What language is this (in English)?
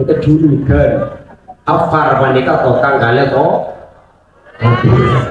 Madurese